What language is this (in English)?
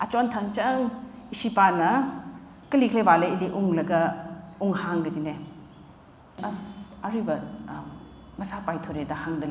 Tangkhul Naga (India)